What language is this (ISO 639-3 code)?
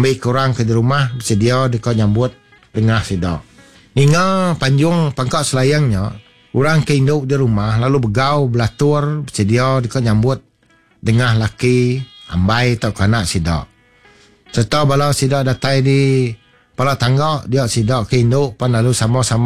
iba